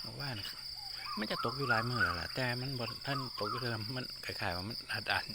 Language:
Northeastern Thai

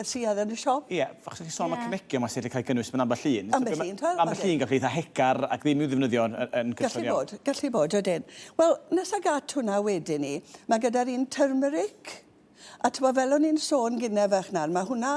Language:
Welsh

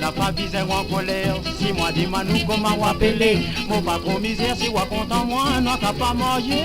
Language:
Morisyen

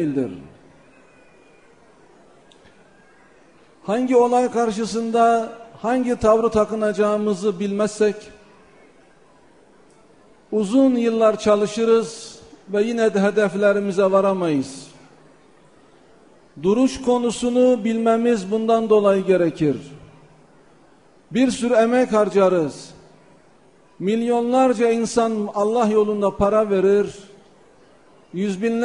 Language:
Turkish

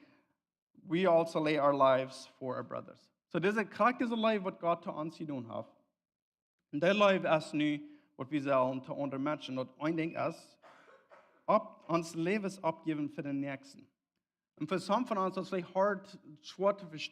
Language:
Plautdietsch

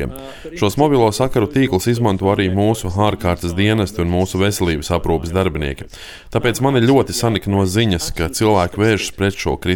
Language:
Latvian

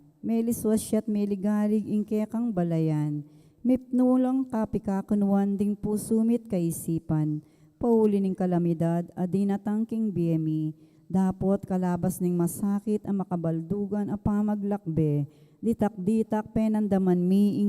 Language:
Pampanga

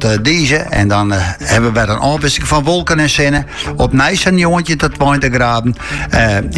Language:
Dutch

